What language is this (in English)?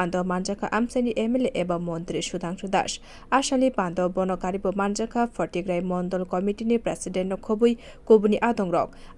Kok Borok